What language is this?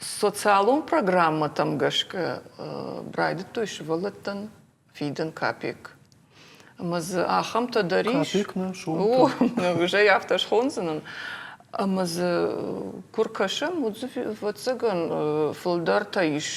Ossetic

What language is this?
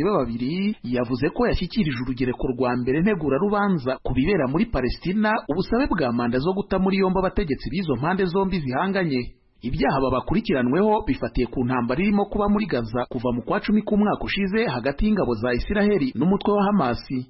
Kinyarwanda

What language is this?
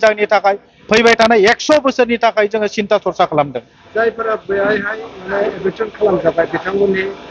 Bodo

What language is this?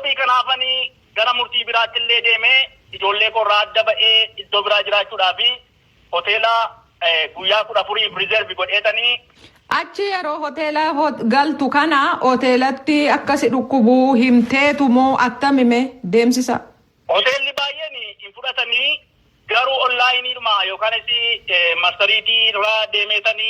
Oromo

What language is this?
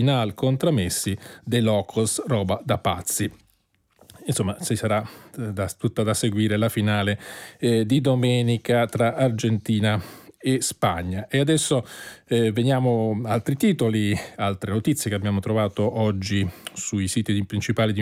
Italian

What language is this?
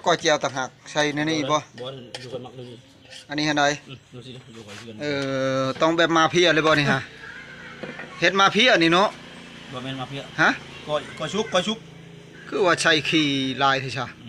Northeastern Thai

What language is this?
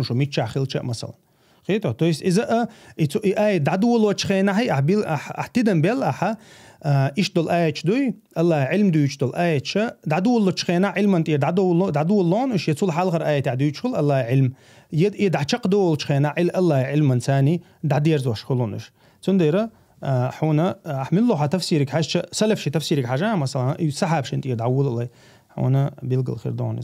Chechen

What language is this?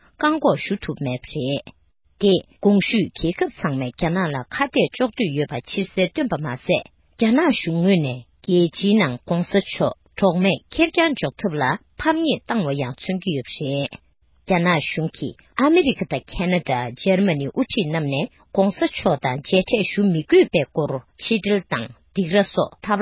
Tibetan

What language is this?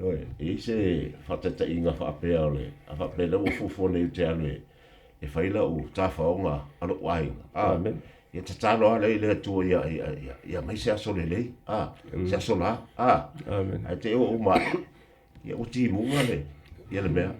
Samoan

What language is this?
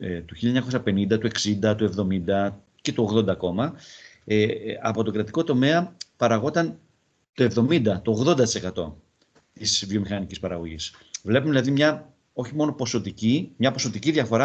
Greek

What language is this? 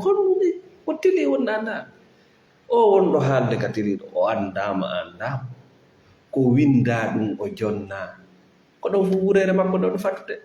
Fula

